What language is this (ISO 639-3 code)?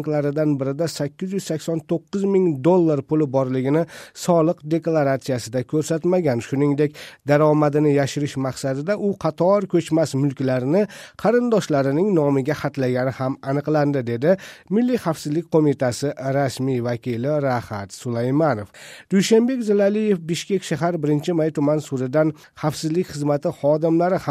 kir